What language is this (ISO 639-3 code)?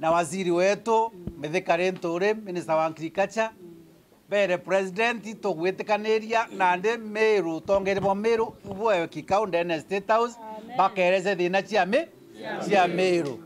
mer